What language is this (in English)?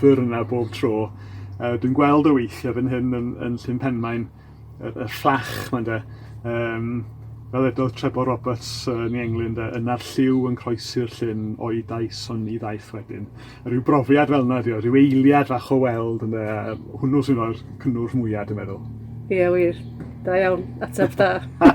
Welsh